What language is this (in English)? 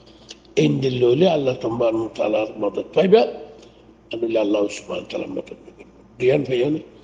Rohingya